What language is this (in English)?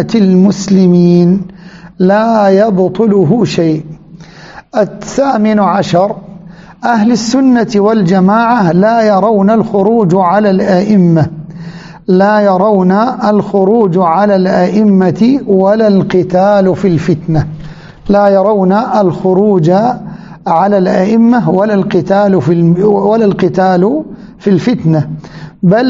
Arabic